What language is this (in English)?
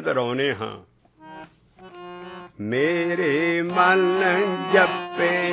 Punjabi